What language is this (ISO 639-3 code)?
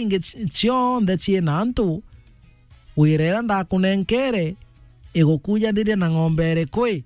mer